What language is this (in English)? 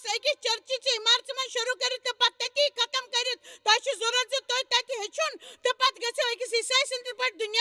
Kashmiri